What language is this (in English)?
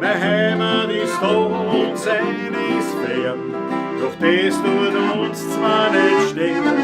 Bavarian